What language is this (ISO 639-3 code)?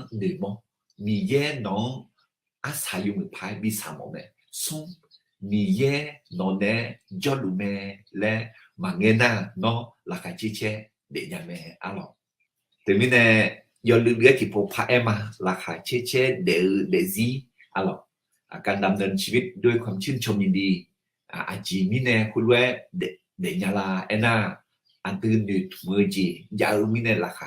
ahk